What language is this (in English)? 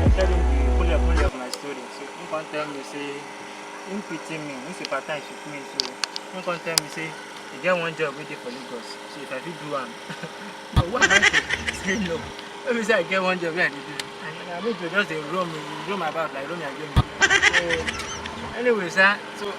Nigerian Pidgin